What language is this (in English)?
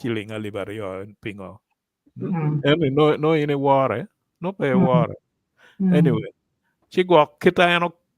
Acoli